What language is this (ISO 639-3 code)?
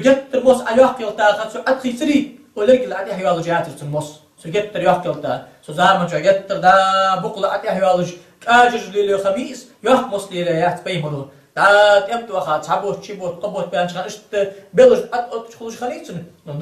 inh